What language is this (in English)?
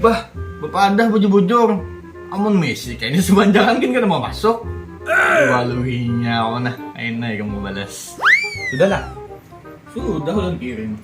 Banjar